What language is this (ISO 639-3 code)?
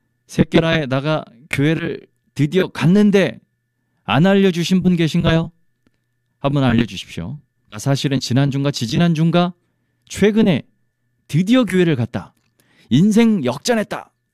kor